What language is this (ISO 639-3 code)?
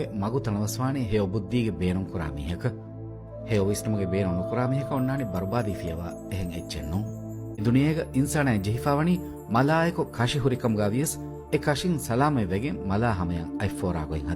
div